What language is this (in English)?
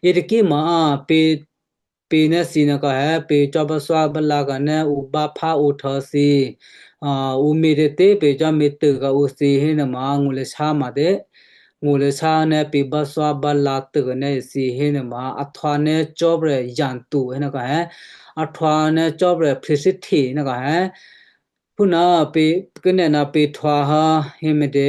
Western Kayah